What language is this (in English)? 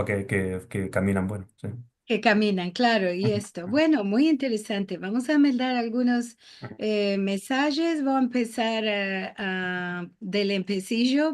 Ladino